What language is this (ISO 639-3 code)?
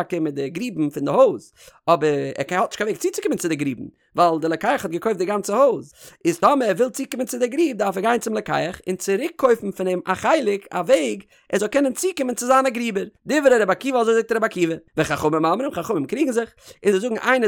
yid